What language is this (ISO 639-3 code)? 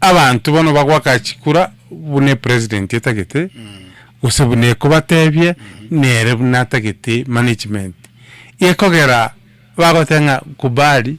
guz